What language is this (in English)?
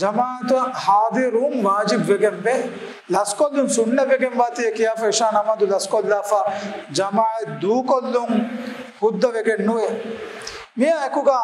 Divehi